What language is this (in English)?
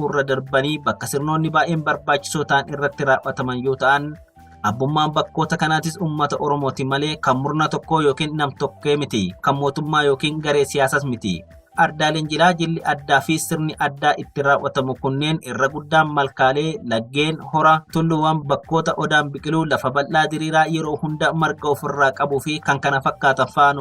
Oromo